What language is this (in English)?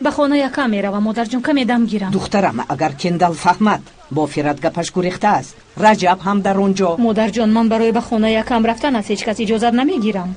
Tajik